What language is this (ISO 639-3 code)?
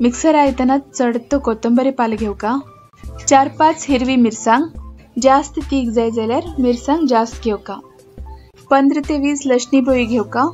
kok